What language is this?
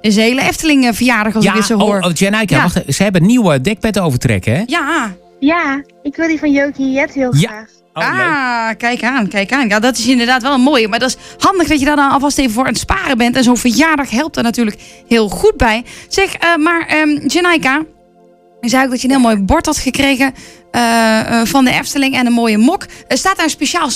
Dutch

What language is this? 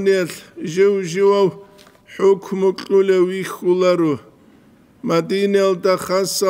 Avaric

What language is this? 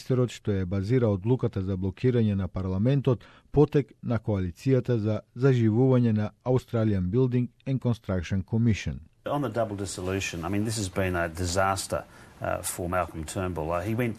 Macedonian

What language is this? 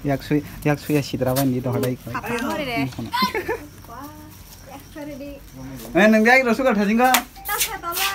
Kok Borok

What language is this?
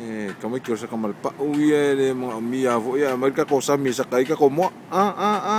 Samoan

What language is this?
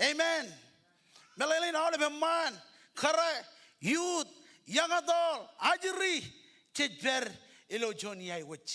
Marshallese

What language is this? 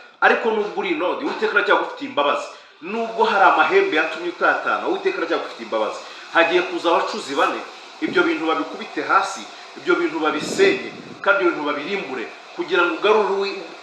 Kinyarwanda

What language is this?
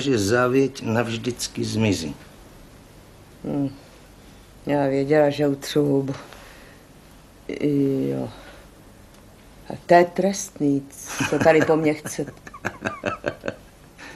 Czech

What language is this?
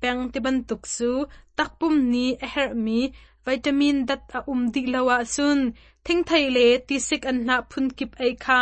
Hakha Chin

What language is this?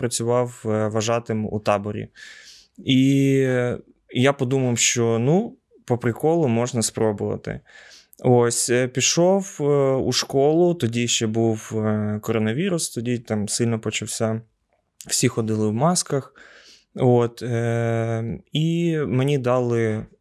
Ukrainian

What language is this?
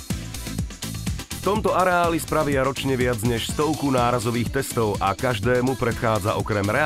Slovak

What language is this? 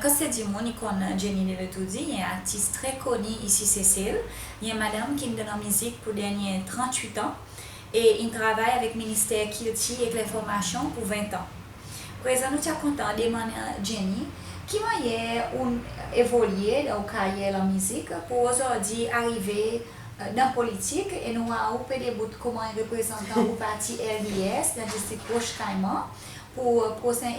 Seselwa Creole French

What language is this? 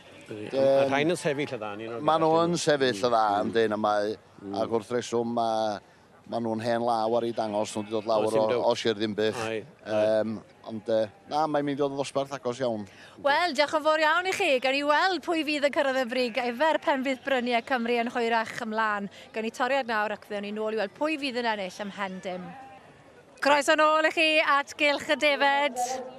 Welsh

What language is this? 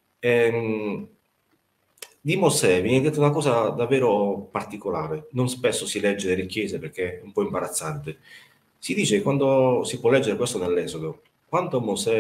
Italian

